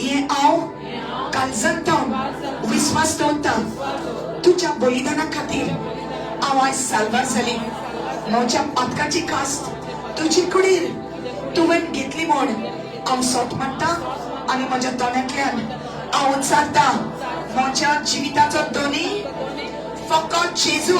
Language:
Konkani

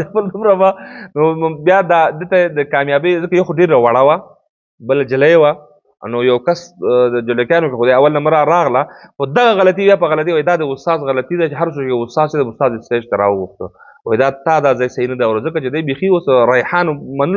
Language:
Pashto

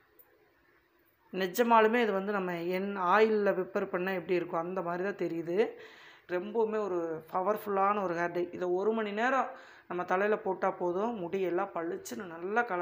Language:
Tamil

